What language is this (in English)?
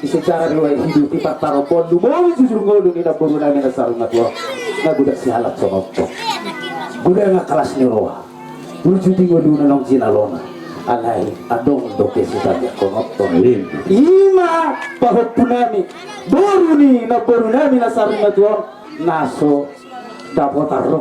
Batak Toba